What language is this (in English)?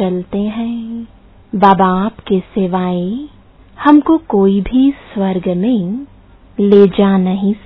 Hindi